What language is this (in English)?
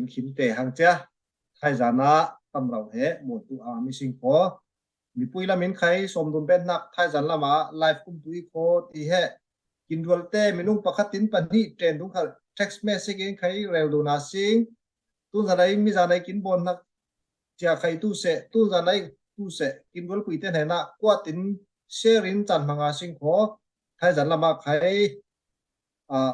Falam Chin